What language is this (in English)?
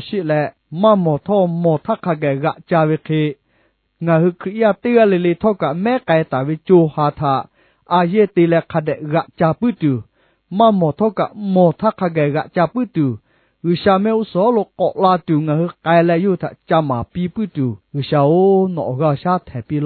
Lahu